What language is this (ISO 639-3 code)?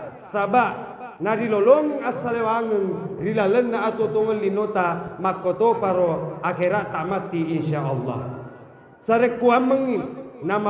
bug